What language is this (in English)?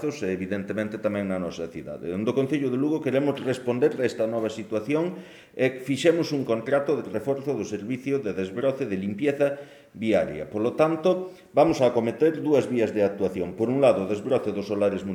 Galician